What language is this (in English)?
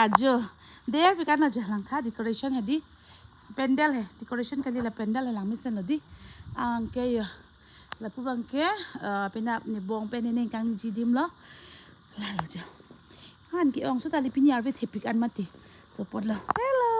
Karbi